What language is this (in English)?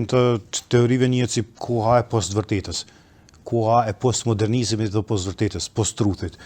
Albanian